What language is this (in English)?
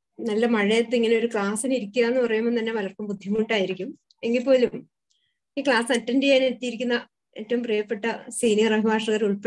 Malayalam